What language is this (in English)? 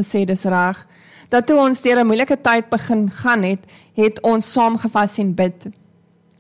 Afrikaans